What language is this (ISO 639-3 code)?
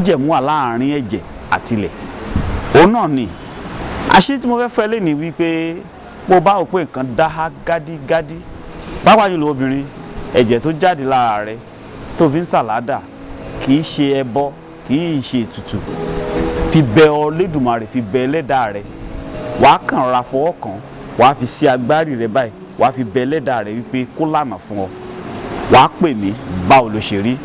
yor